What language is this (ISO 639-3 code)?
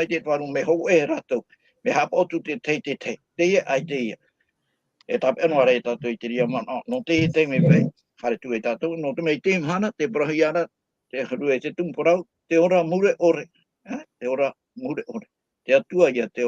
tah